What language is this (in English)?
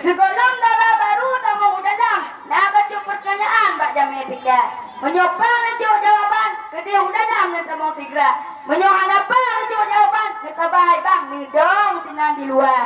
Achinese